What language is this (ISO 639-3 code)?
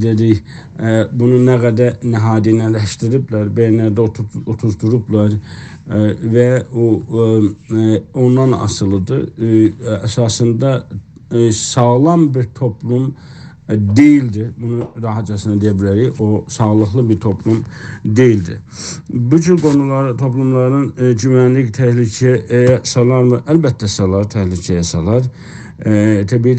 azb